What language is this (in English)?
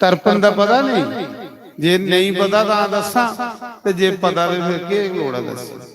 Dogri